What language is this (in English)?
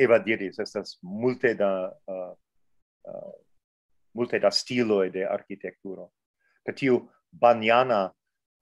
Esperanto